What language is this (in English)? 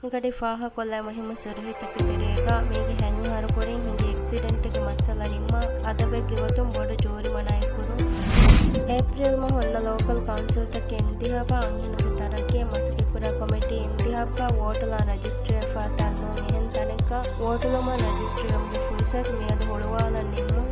Divehi